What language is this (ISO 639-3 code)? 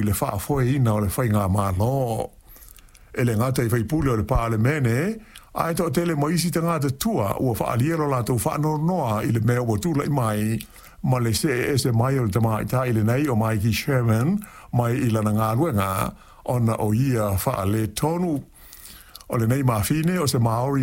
smo